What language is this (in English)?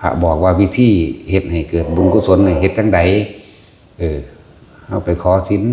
Northeastern Thai